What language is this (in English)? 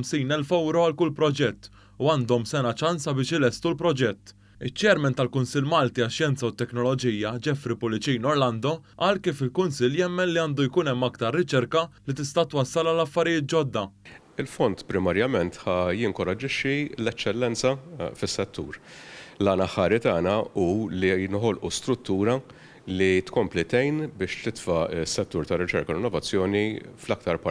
Maltese